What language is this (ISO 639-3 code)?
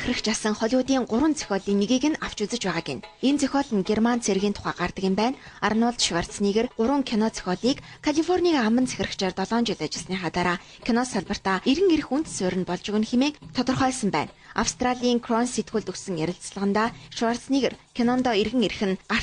mon